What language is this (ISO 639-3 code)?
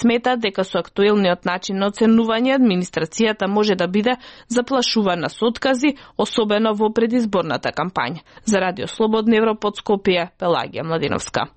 mkd